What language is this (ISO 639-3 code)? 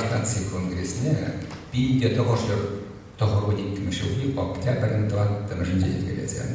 chv